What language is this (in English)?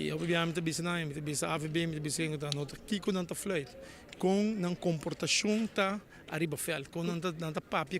Papiamento